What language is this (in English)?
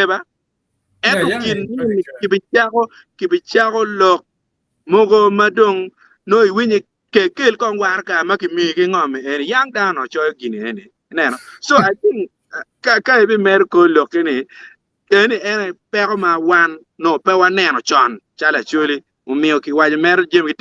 Acoli